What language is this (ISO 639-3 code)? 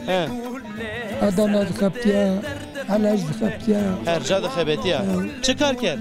zza